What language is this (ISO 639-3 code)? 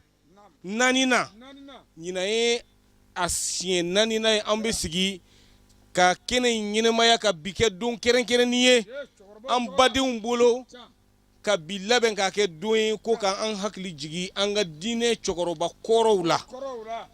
bam